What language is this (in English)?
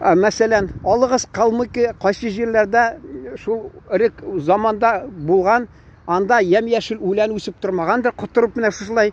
Tatar